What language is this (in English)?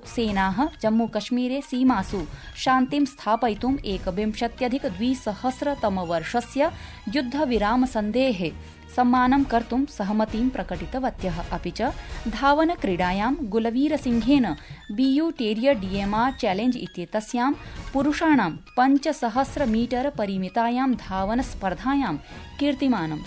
Sanskrit